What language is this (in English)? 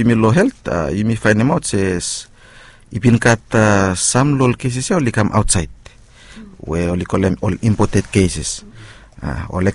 Bislama